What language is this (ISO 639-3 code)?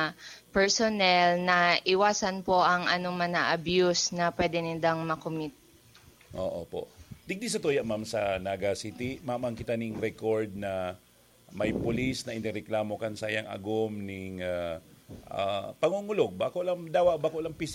bik